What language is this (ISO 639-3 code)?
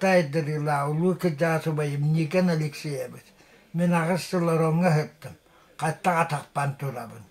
sah